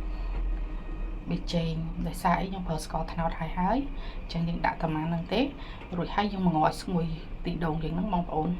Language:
Khmer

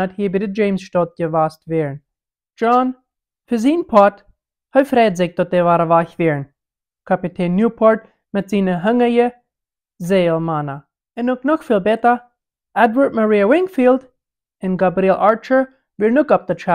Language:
Plautdietsch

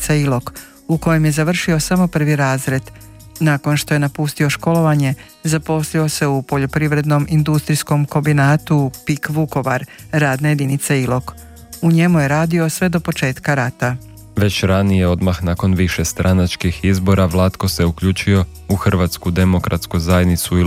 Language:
Croatian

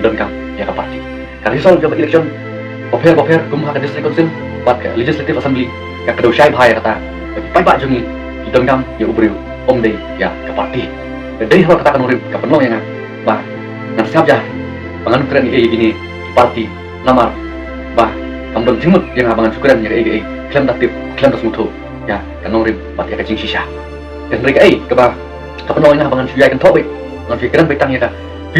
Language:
Khasi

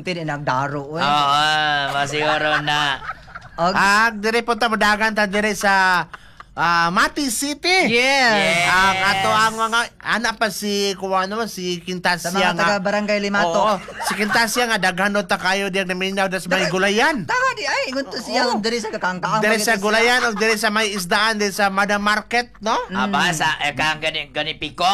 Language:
Cebuano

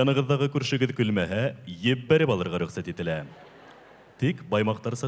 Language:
Bashkir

